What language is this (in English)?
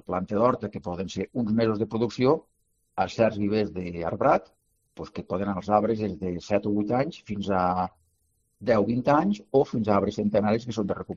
Catalan